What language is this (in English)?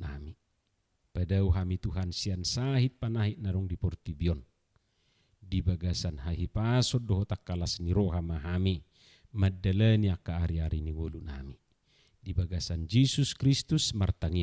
Batak Toba